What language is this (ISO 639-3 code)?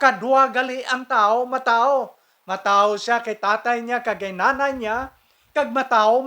hil